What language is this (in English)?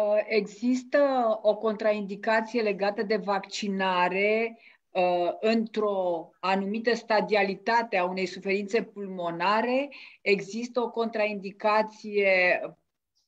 Romanian